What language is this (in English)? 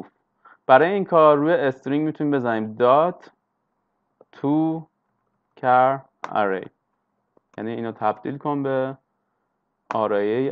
Persian